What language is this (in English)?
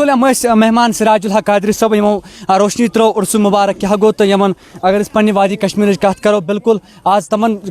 Kashmiri